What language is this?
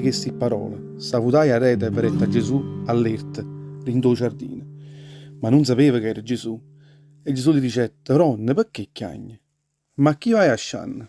Neapolitan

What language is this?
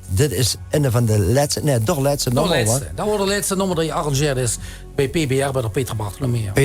Limburgish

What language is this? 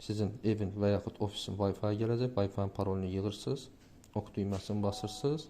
Azerbaijani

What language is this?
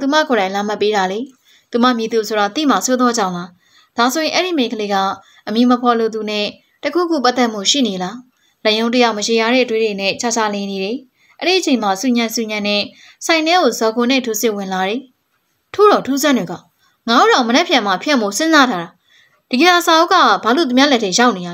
Burmese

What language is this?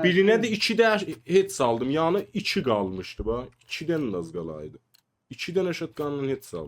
South Azerbaijani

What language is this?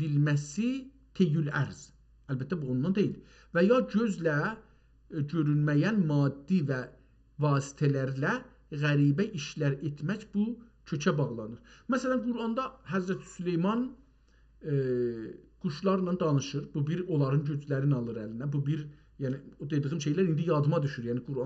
South Azerbaijani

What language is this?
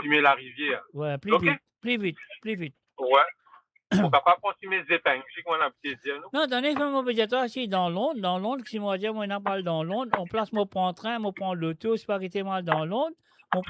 Morisyen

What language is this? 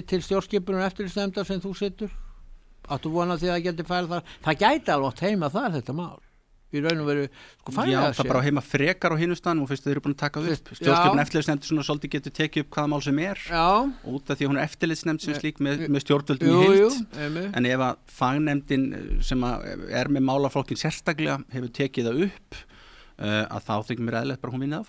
Icelandic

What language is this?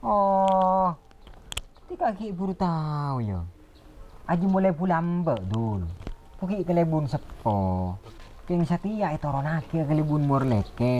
Madurese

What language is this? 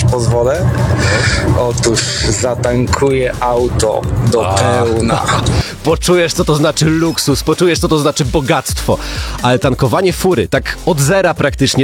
Polish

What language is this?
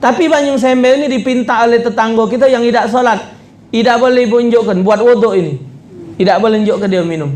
Musi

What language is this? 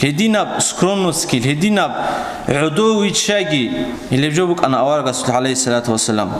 Avaric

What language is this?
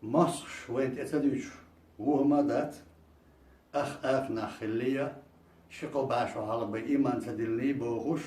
Chechen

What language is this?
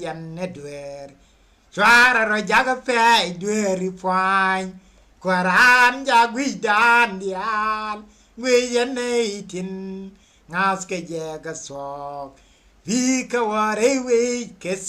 Nuer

